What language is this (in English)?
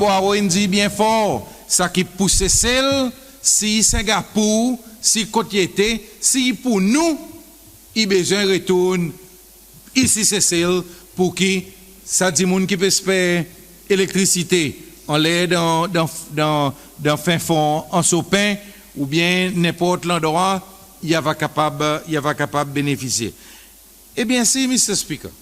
Seselwa Creole French